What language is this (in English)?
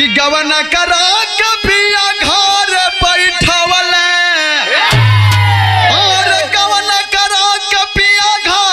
Bhojpuri